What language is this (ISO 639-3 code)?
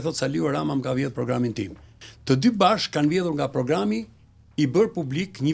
sqi